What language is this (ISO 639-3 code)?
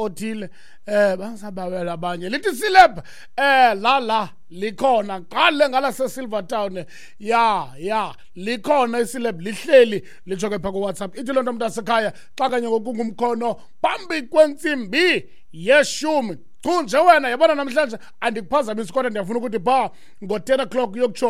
xho